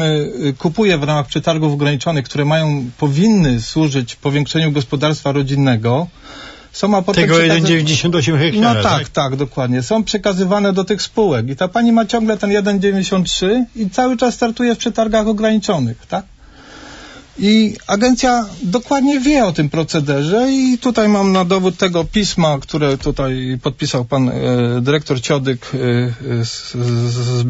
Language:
Polish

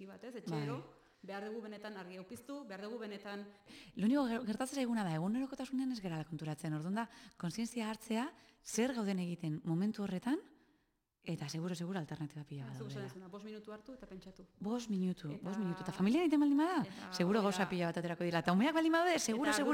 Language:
Basque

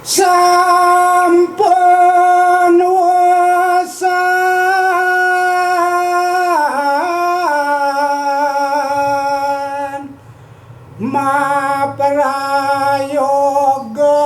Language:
Balinese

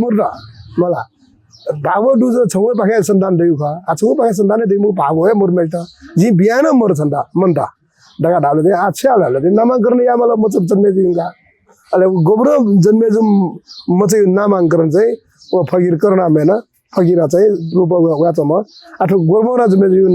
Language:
Newari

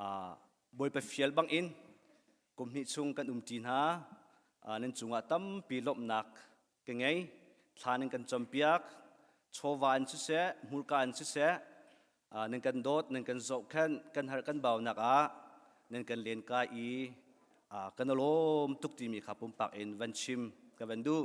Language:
Hakha Chin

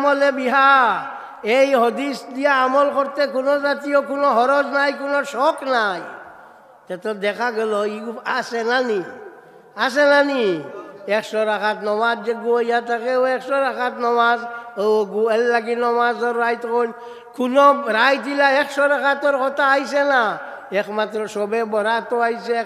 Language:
Sylheti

